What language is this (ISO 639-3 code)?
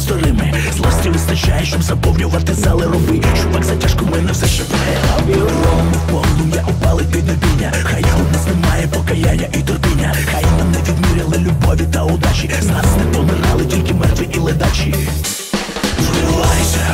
ukr